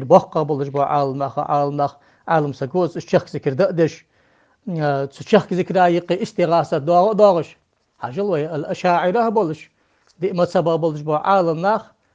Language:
Ingush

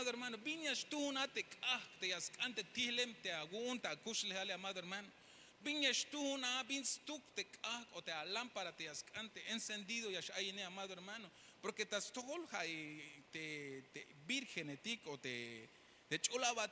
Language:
Tzeltal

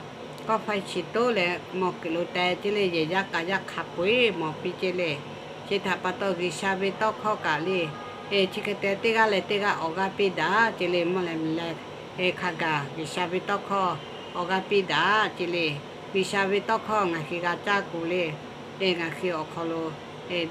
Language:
Lahu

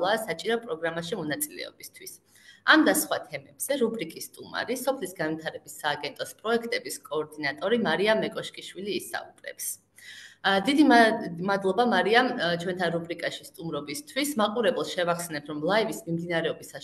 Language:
Georgian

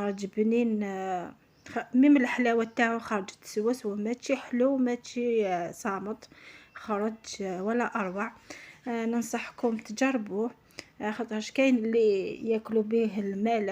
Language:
Algerian Arabic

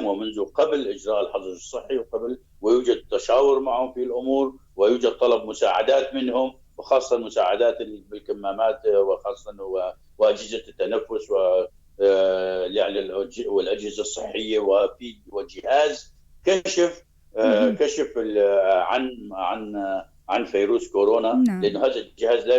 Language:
North Levantine Arabic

